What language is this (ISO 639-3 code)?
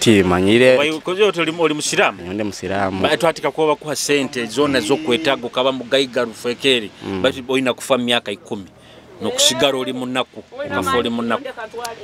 nyo